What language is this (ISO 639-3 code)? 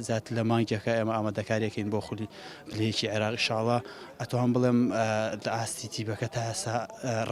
ckb